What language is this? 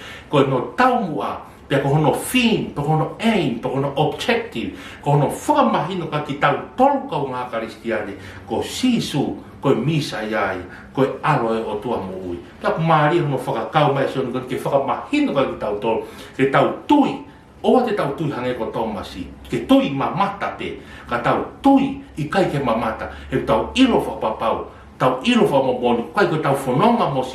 Tongan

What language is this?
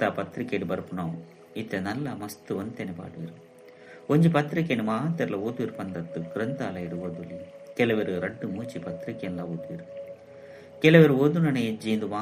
Tulu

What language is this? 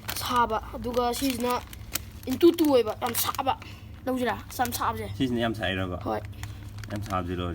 Manipuri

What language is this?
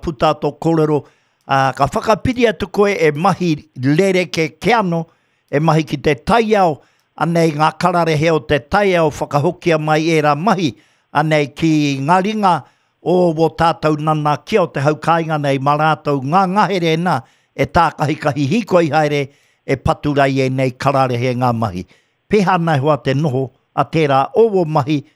Māori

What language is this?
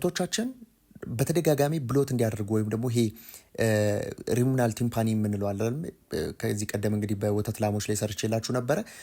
Amharic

